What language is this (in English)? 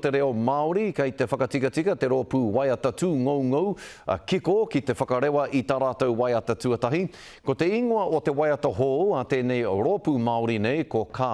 Māori